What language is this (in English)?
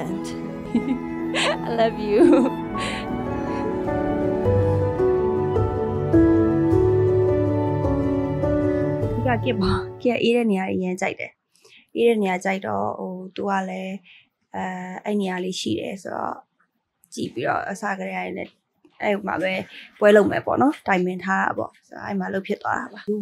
Burmese